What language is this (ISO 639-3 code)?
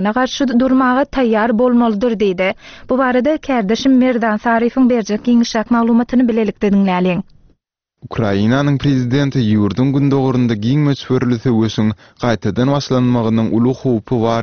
tuk